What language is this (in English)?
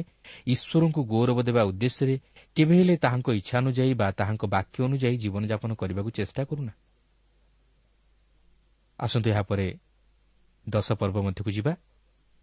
Odia